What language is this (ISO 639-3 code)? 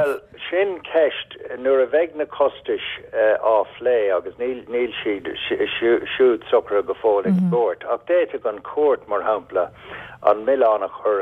gle